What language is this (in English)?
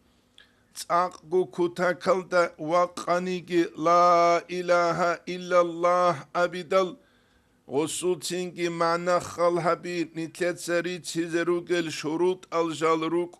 Avaric